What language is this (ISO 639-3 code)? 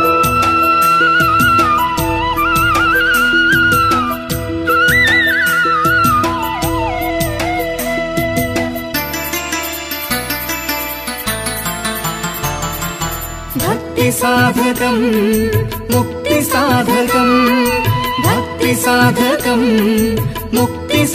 guj